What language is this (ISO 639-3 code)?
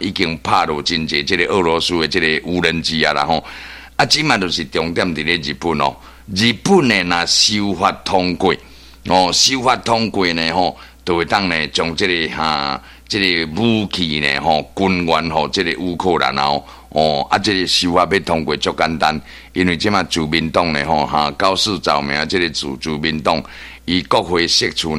nan